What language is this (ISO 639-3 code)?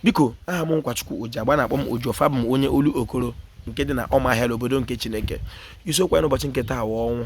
ibo